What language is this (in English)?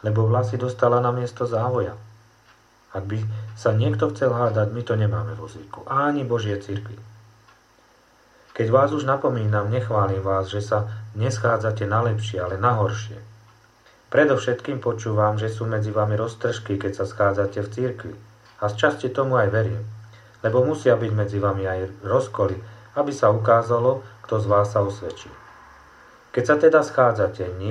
Slovak